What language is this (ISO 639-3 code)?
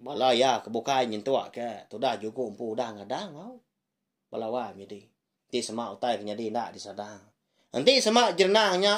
iba